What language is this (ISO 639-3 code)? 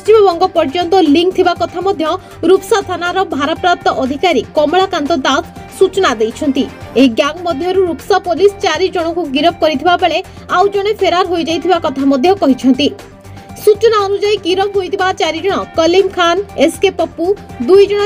ori